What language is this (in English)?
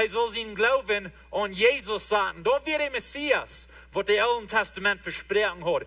Plautdietsch